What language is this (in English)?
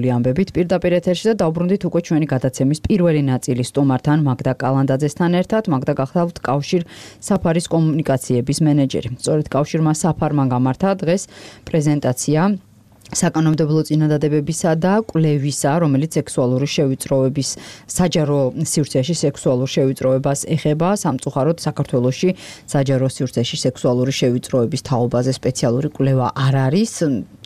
Georgian